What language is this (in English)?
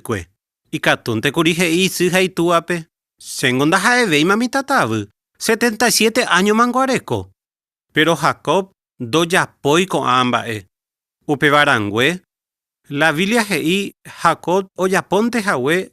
Guarani